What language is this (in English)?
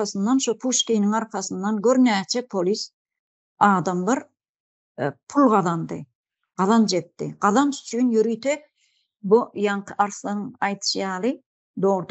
Turkmen